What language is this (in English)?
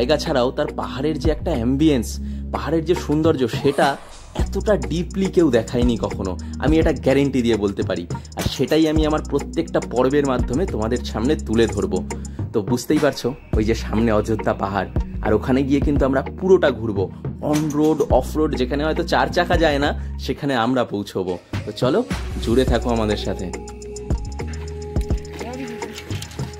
Bangla